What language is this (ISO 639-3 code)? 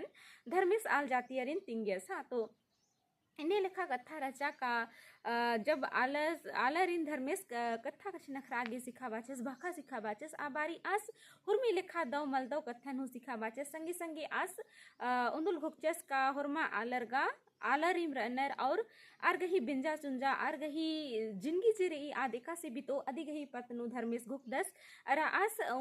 kru